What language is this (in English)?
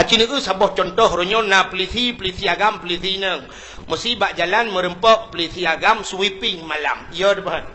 Achinese